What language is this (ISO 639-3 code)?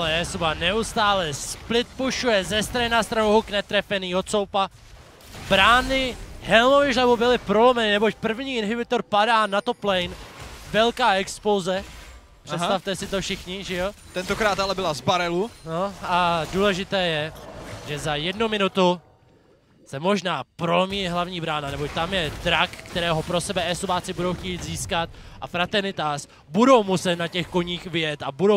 ces